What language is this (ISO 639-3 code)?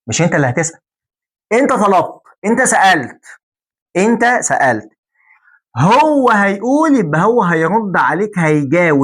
arz